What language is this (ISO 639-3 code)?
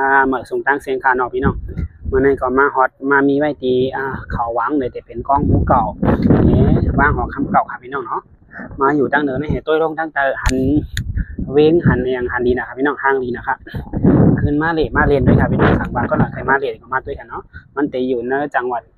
shn